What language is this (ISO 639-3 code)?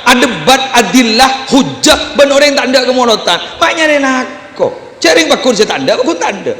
mad